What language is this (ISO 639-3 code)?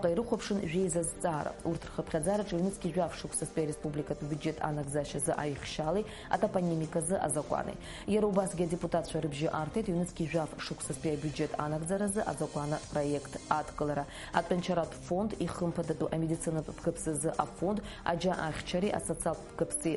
abk